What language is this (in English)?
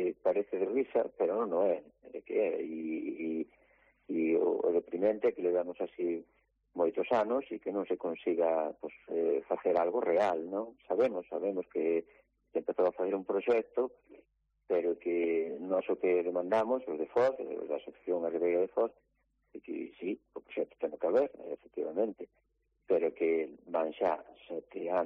Galician